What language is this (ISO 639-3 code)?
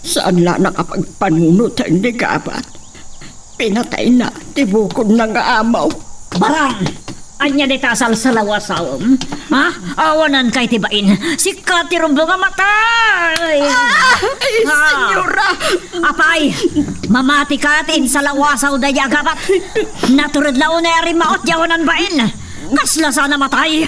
ilo